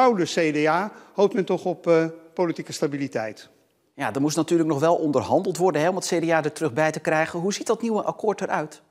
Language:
Dutch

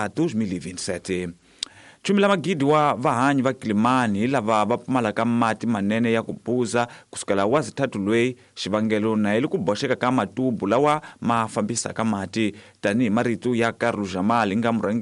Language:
Tsonga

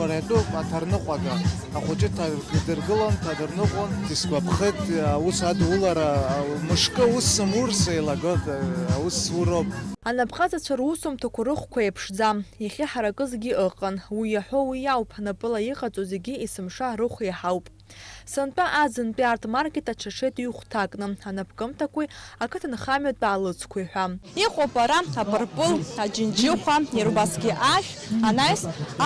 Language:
Abkhazian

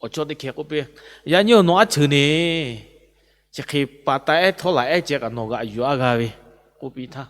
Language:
Lahu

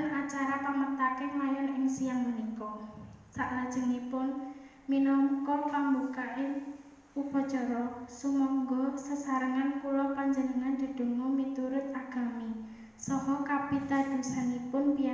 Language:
Javanese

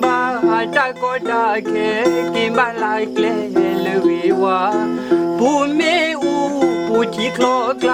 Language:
S'gaw Karen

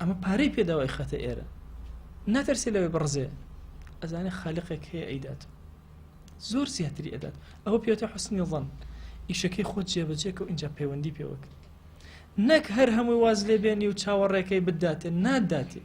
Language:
Central Kurdish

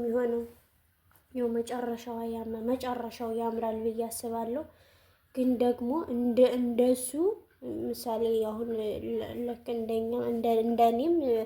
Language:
Amharic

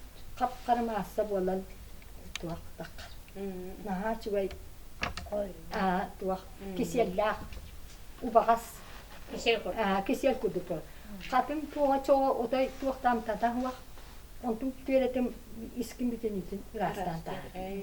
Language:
Yakut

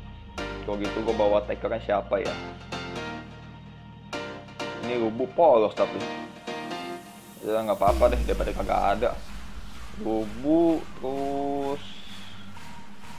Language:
Indonesian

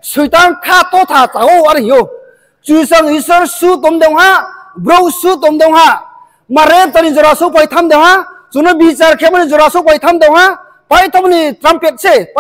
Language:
Riang (India)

